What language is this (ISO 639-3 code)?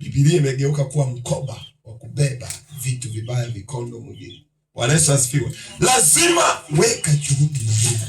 swa